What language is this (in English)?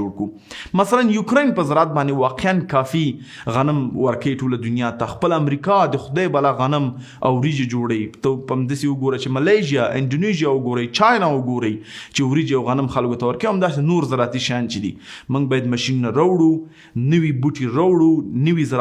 Pashto